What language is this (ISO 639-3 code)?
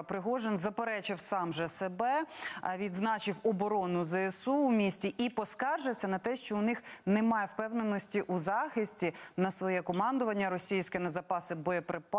ukr